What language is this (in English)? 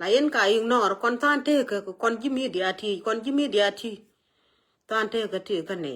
Nuer